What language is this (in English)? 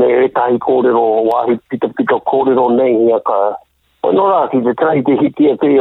Māori